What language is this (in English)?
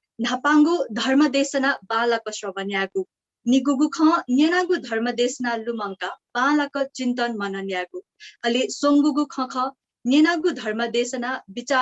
Newari